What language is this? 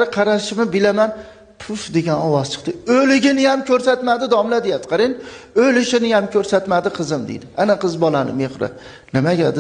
Uzbek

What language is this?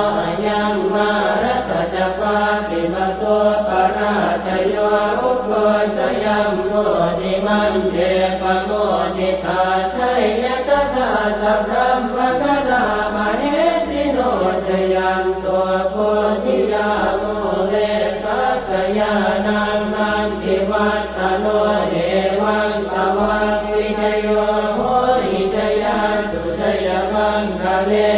Pali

